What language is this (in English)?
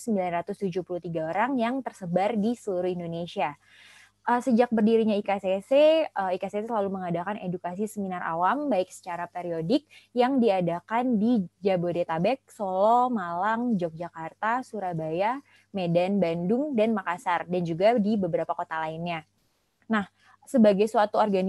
Indonesian